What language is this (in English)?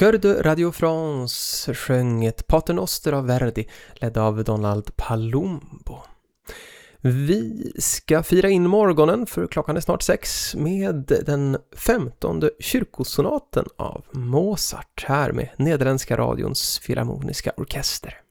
Swedish